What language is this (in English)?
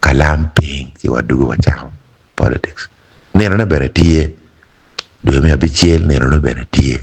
Acoli